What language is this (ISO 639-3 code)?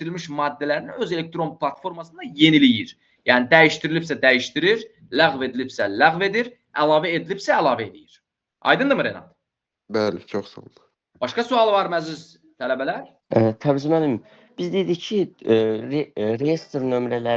aze